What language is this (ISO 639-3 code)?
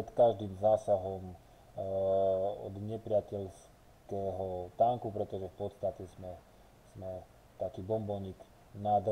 slk